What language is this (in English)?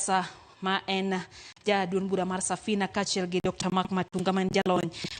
Luo (Kenya and Tanzania)